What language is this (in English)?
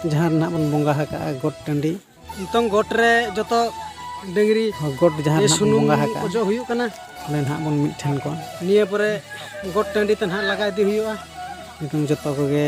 Santali